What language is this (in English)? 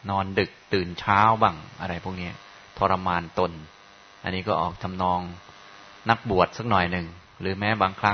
Thai